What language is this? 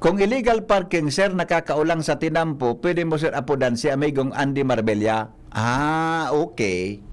Bikol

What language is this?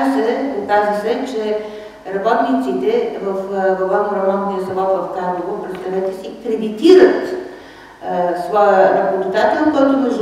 Bulgarian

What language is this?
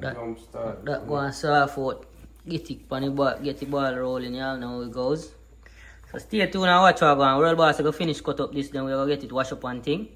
Jamaican Creole English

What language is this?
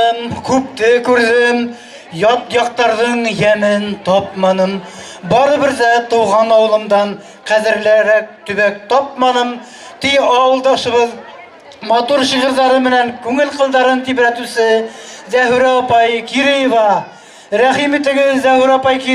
Bashkir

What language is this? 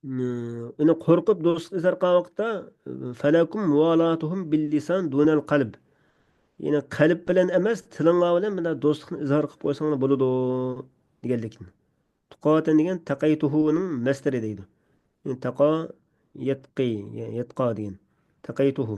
Uyghur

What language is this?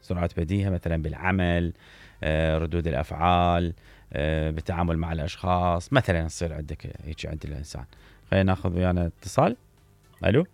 Mesopotamian Arabic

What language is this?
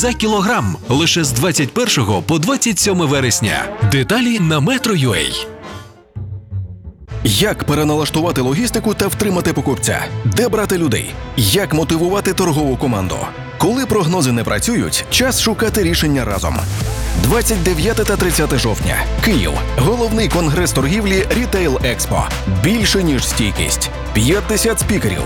Ukrainian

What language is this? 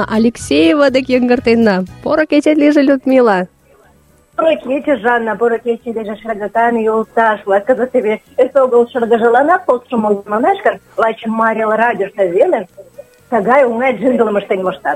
Mari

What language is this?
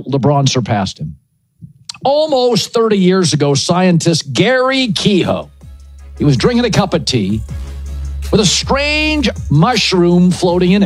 English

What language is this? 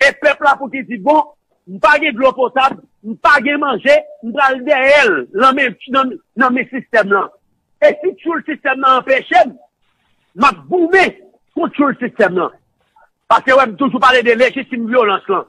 Haitian Creole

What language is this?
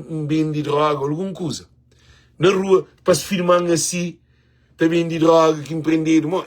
Kabuverdianu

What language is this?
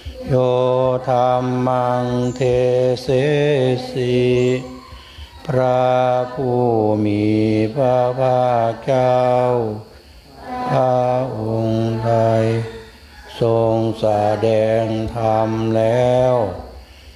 Thai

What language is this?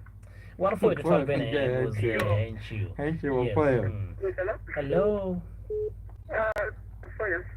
Acoli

